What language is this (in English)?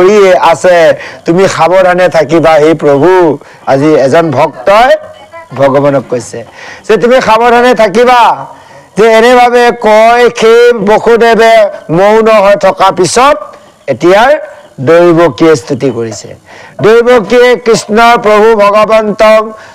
Assamese